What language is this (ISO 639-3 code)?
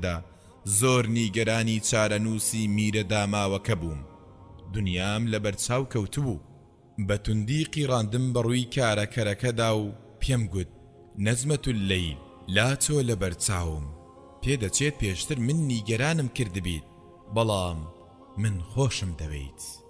ckb